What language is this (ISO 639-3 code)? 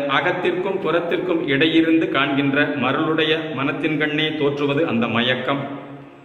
tam